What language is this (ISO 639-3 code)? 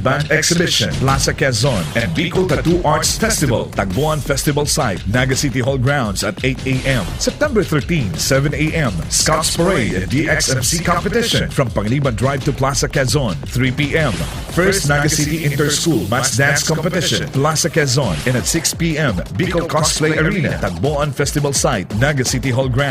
bik